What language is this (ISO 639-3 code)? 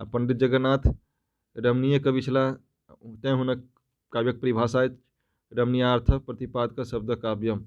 mai